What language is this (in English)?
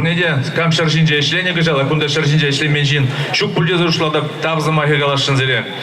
Chuvash